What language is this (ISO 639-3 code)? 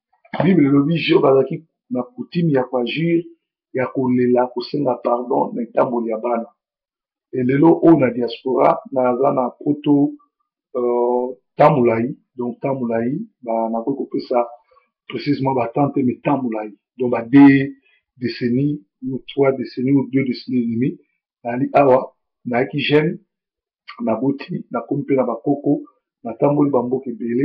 lin